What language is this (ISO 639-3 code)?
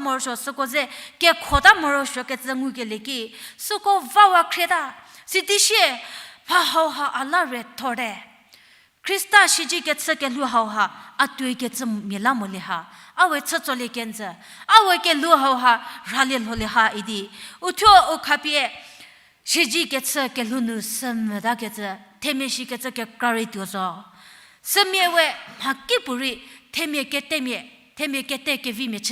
njm